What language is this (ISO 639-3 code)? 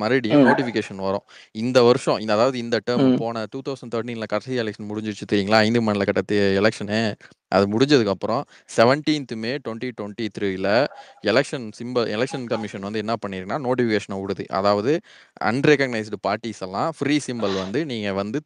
tam